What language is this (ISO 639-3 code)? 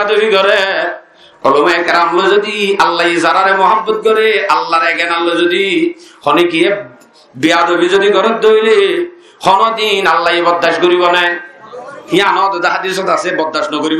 rhg